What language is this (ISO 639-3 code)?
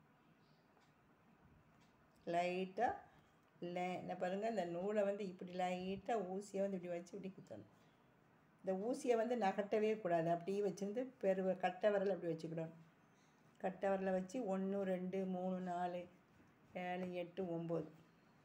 tam